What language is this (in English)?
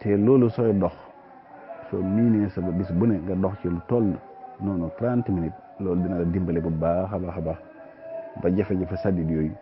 Wolof